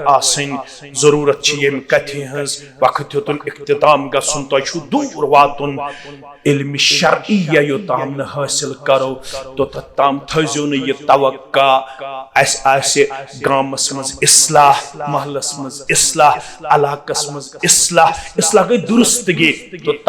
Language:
Kashmiri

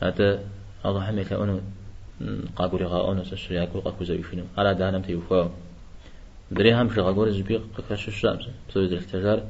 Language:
Kabardian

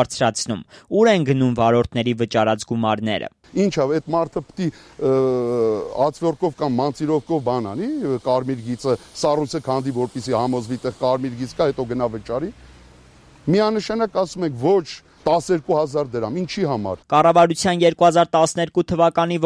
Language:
Armenian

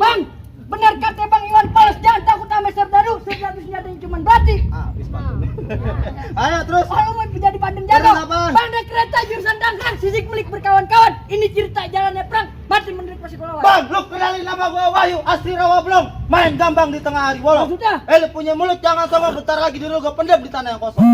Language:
Betawi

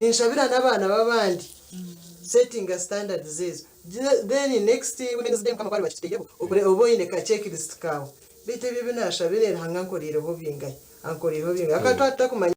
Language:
Nyankole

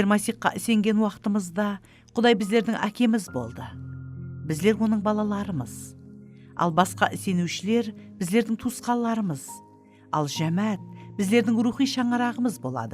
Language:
Kara-Kalpak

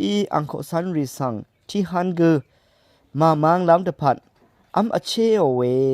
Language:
Rawang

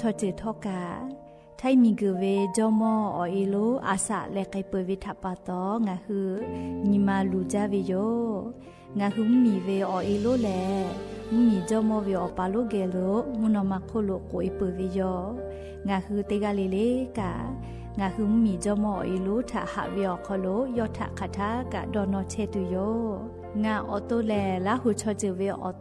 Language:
Lahu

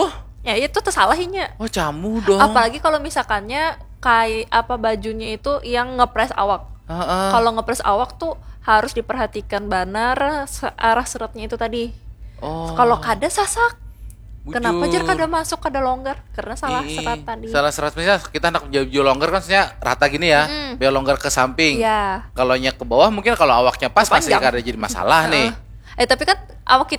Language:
Banjar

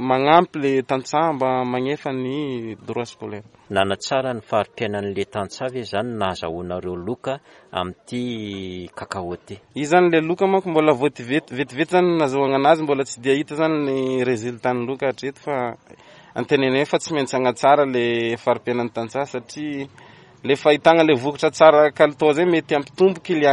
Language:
Malagasy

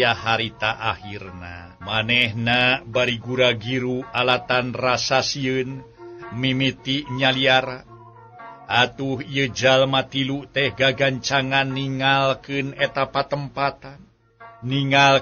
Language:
Sundanese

